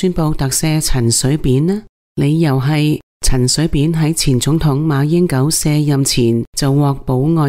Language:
Cantonese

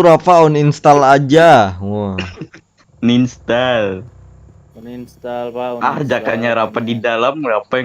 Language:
Banjar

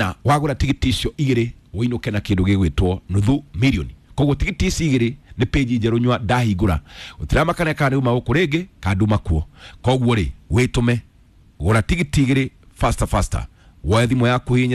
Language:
Kikuyu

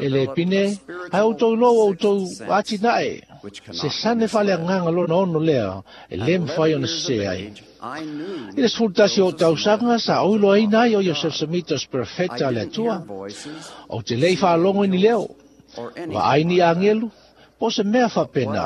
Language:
Samoan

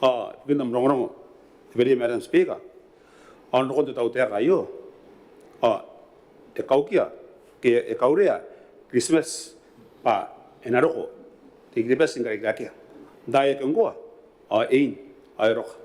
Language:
Gilbertese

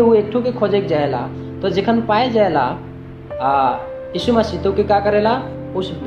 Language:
Sadri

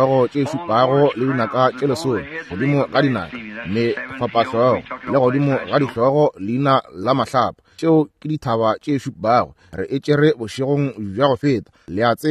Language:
Northern Sotho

